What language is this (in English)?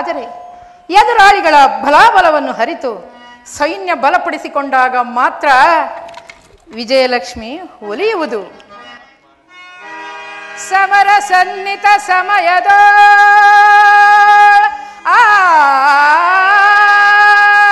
Kannada